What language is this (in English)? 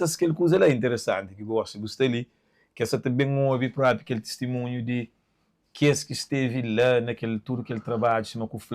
Kabuverdianu